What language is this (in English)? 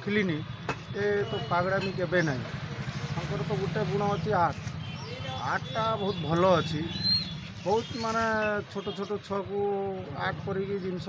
Odia